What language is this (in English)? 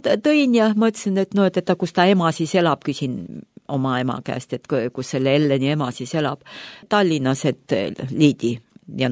Estonian